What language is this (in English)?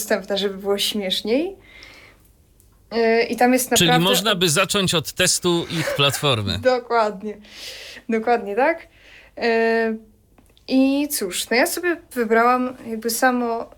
Polish